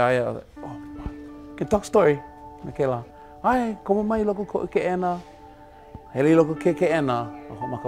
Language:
Hawaiian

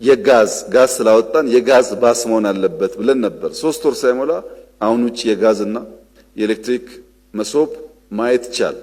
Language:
Amharic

